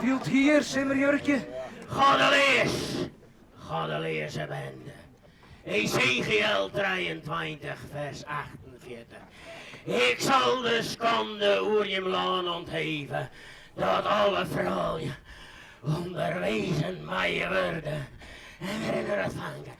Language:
Western Frisian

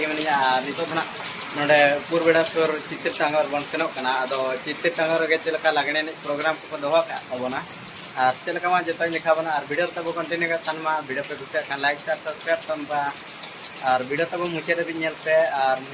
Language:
Santali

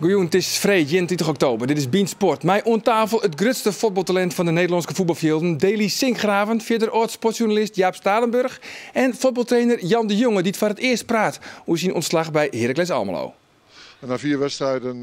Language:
Western Frisian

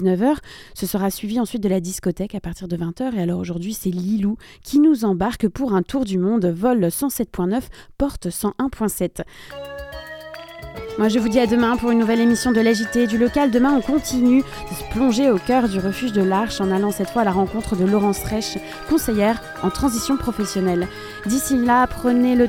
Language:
French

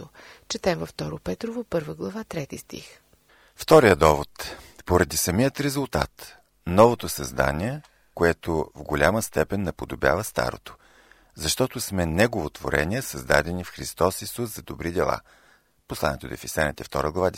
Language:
Bulgarian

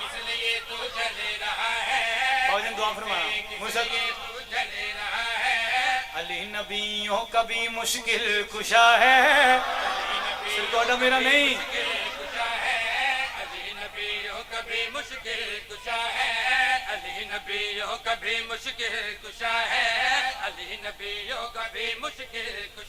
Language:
Pahari-Potwari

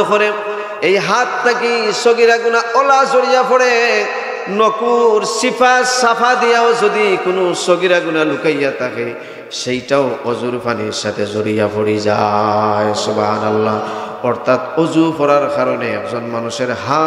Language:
Sylheti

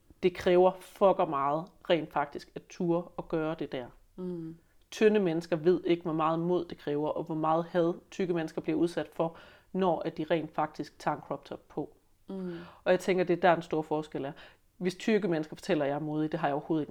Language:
Danish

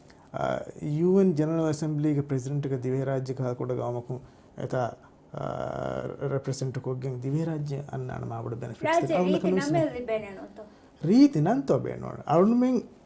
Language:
Divehi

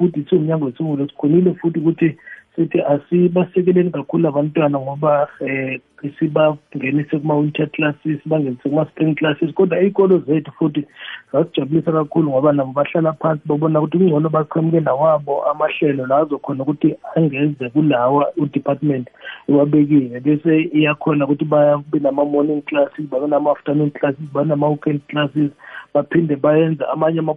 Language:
South Ndebele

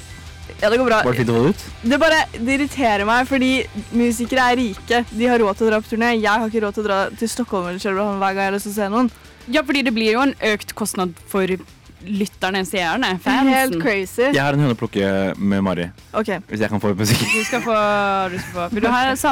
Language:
Norwegian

